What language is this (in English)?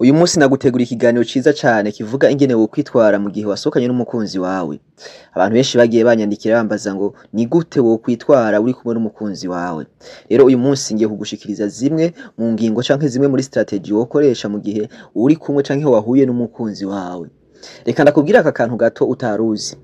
Rundi